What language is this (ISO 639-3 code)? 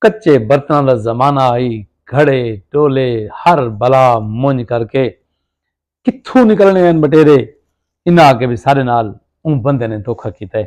skr